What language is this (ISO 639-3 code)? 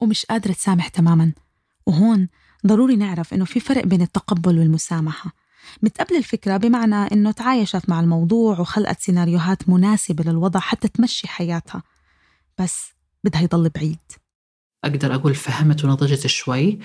apc